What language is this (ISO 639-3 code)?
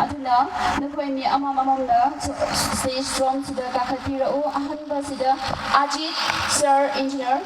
nmf